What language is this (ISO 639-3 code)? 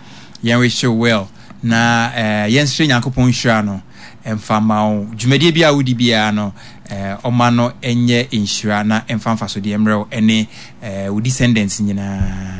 aka